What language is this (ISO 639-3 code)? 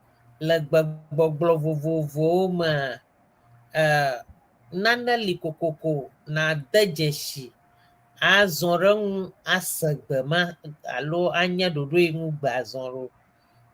ewe